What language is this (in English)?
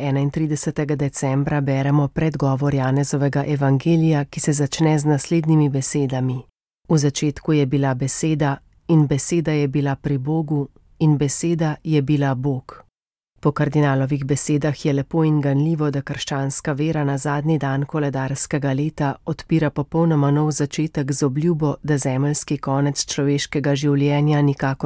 Slovenian